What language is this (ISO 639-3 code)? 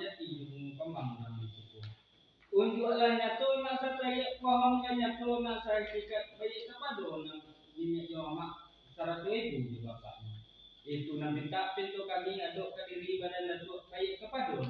min